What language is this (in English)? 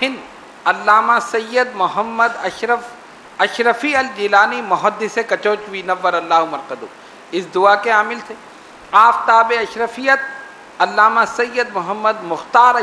Urdu